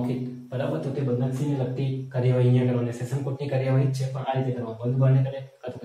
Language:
Gujarati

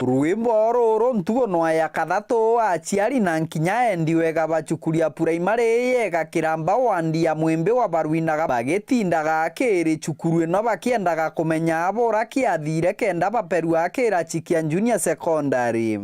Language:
Meru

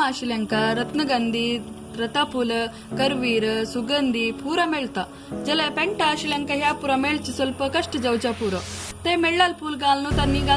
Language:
Konkani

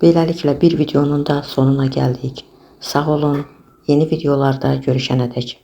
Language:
Azerbaijani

